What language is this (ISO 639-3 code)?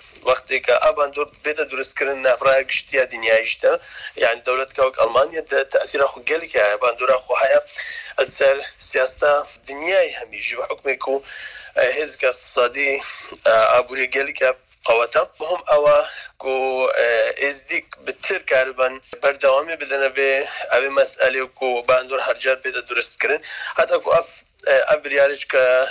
kur